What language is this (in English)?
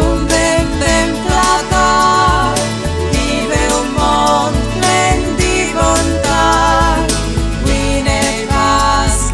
Friulian